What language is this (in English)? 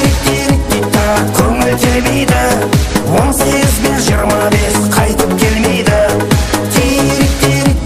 Kara-Kalpak